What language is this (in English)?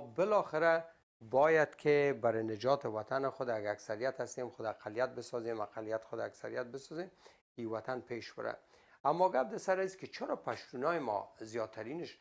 Persian